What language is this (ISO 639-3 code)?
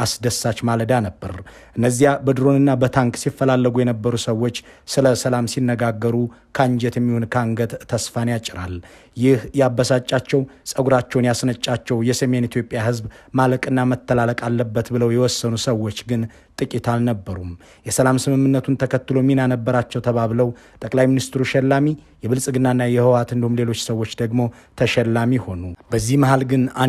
amh